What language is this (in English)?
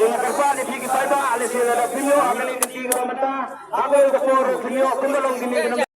Khasi